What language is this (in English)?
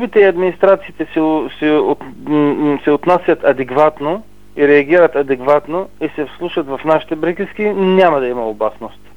Bulgarian